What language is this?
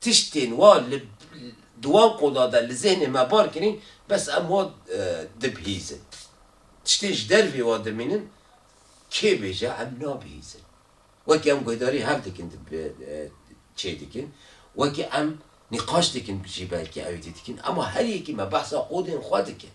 Kurdish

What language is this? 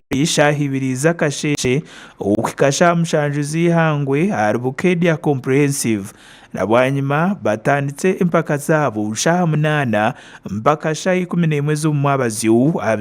Nyankole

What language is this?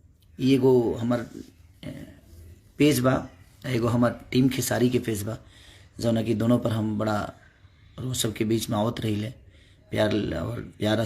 Bhojpuri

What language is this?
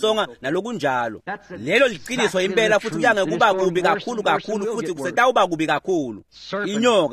Swati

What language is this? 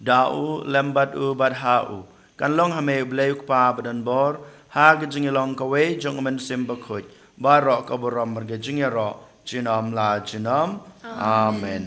Khasi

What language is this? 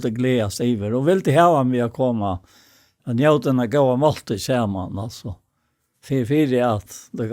Faroese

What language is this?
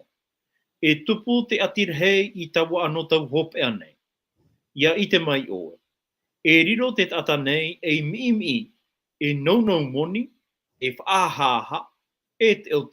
Tahitian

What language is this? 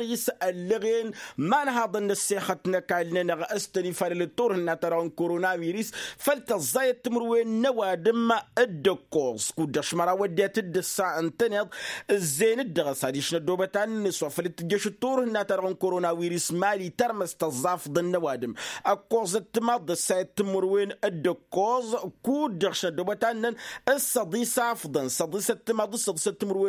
Tamasheq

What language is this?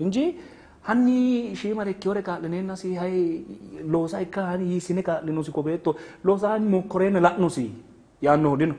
Sidamo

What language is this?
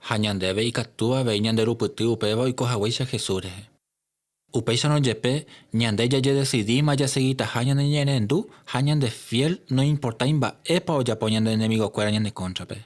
Guarani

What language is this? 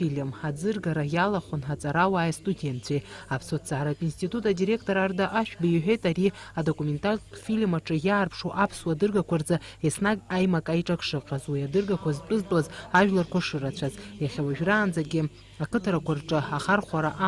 Abkhazian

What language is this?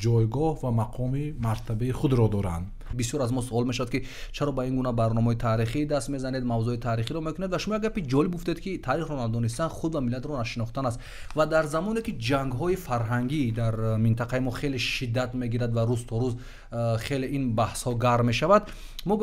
Tajik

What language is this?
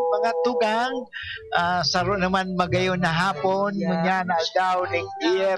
Bikol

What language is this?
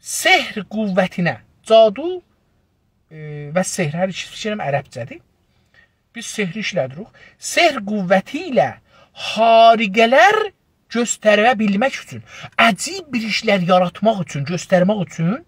South Azerbaijani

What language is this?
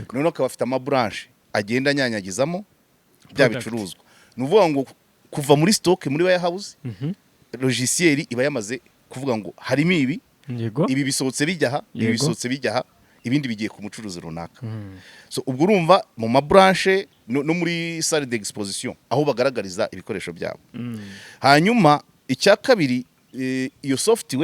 Kinyarwanda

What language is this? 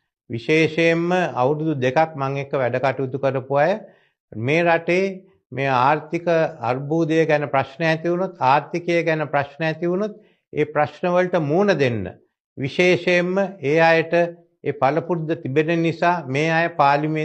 Sinhala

